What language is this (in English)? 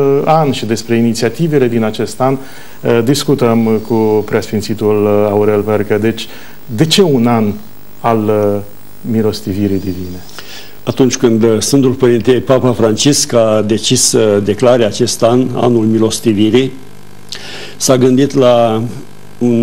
Romanian